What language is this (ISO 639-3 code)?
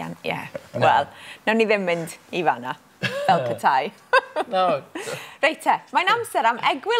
cym